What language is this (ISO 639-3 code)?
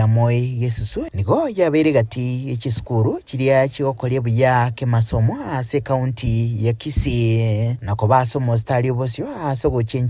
guz